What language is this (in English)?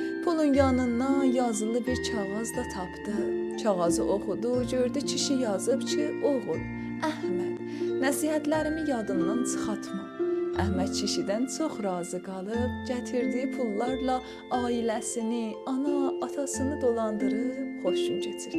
South Azerbaijani